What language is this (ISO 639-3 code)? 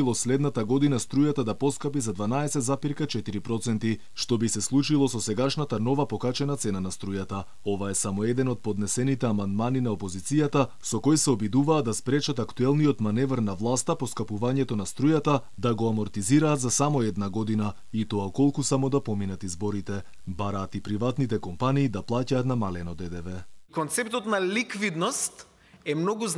mkd